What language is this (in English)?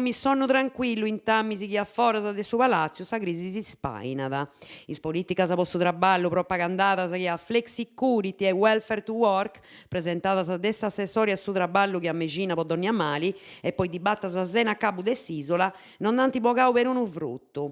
Sardinian